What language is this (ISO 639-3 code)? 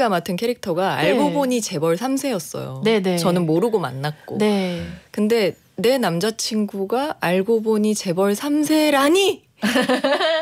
kor